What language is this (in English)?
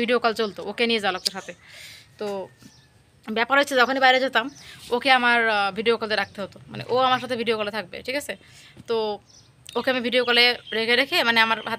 Bangla